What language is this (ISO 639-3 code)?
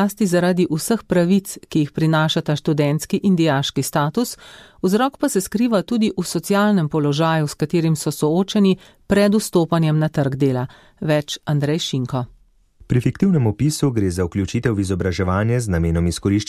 slv